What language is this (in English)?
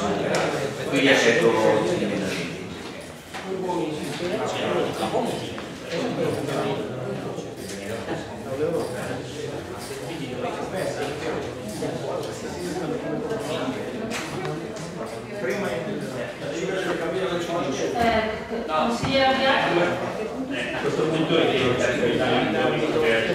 Italian